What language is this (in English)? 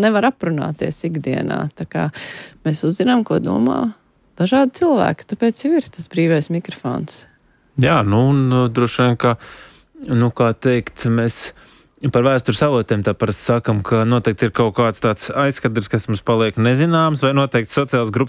Latvian